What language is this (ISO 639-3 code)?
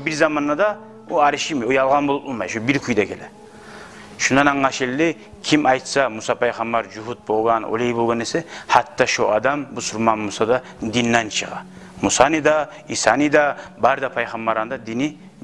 kum